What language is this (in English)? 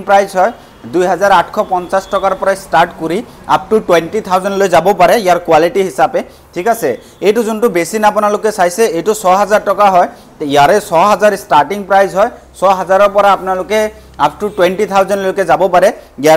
Assamese